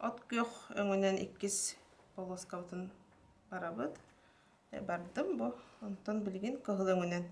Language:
Yakut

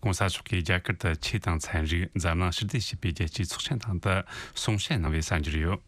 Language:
Tibetan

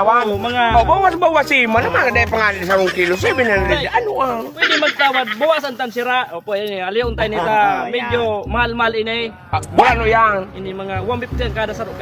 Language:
Bikol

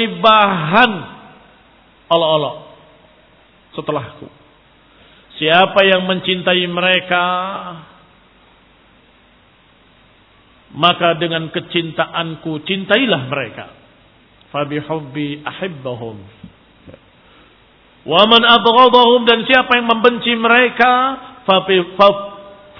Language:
Indonesian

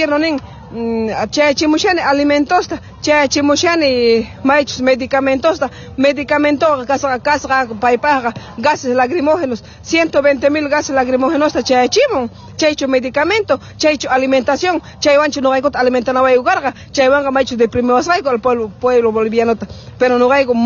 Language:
Quechua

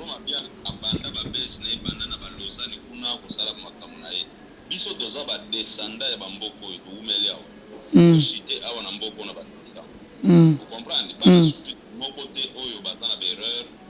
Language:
Lingala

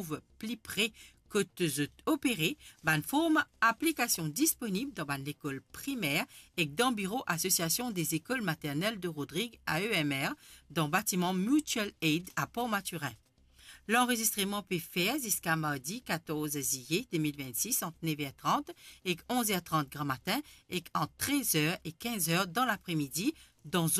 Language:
Morisyen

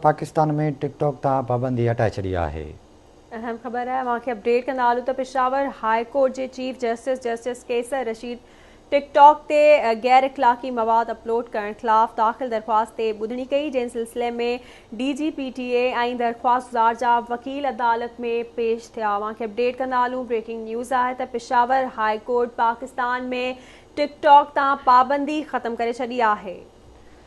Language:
Sindhi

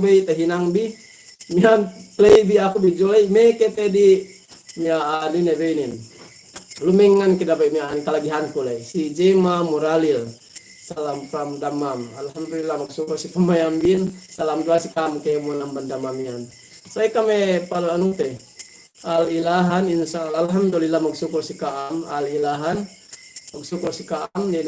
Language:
Yakan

